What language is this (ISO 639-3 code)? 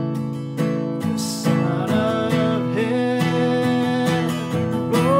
eng